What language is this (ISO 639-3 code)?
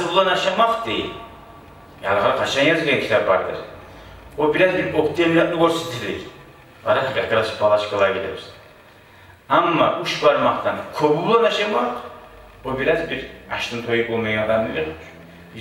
kum